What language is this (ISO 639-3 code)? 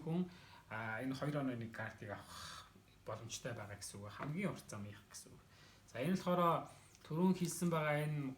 mon